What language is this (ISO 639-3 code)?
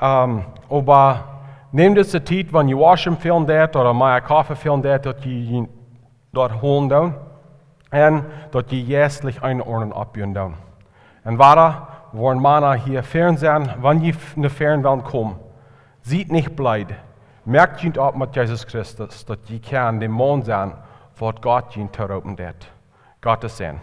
pdt